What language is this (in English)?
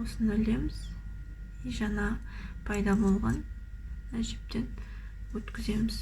Kazakh